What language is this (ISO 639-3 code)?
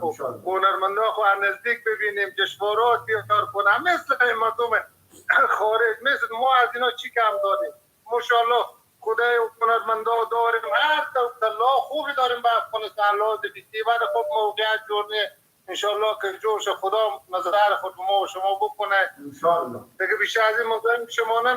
fas